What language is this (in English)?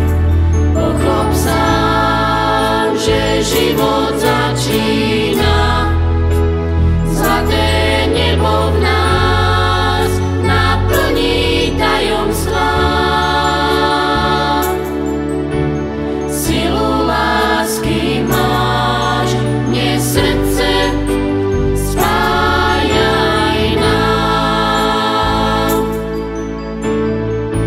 Slovak